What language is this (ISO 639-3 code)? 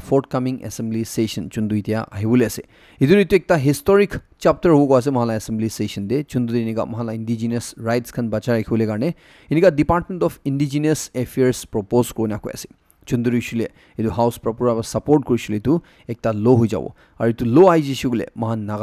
nag